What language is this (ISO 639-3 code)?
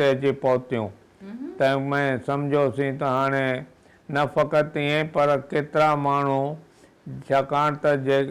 snd